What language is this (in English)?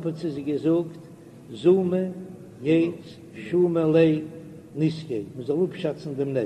Yiddish